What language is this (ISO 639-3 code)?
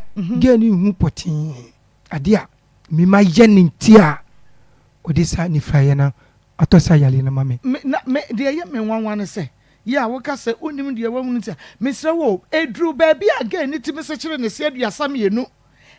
aka